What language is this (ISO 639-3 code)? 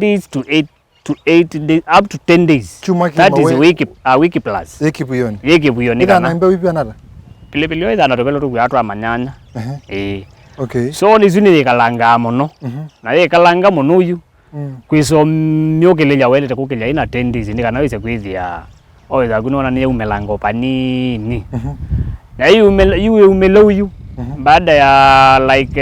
kam